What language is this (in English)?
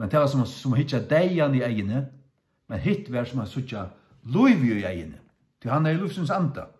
Faroese